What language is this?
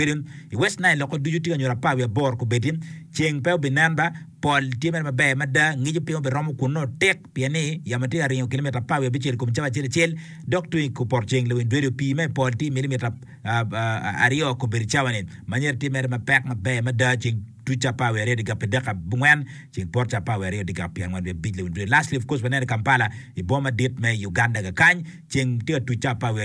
Acoli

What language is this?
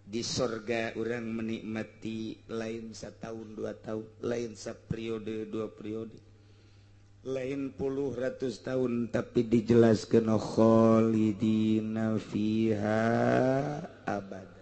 Sundanese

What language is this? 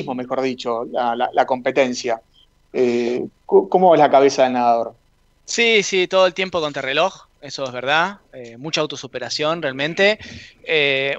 Spanish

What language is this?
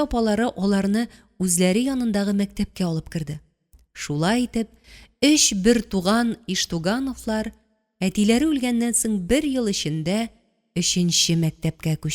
Tatar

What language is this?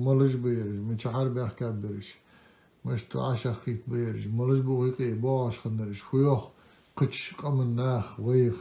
Ingush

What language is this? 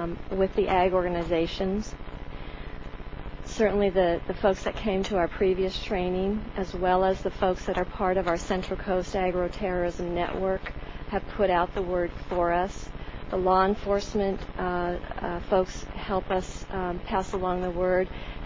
English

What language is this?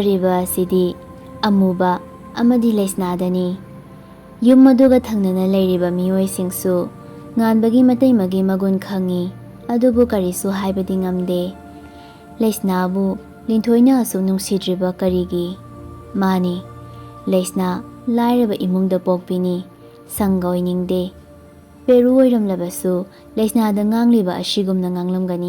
Manipuri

